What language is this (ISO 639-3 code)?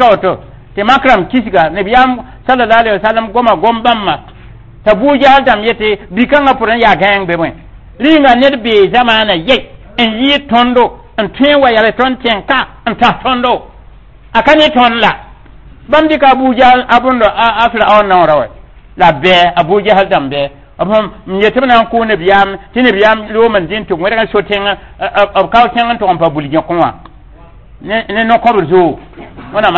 mos